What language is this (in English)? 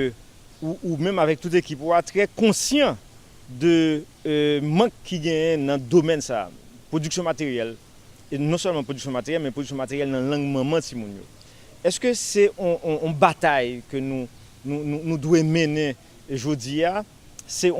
Haitian Creole